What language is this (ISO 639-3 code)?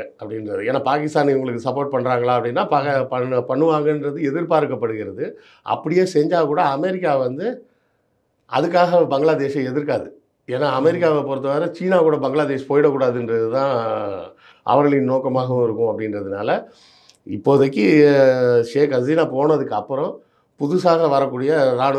tam